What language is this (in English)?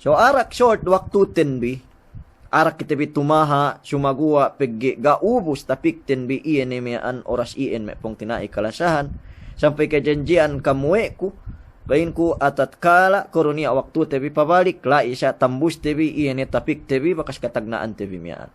Yakan